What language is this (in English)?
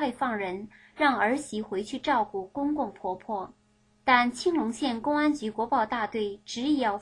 Chinese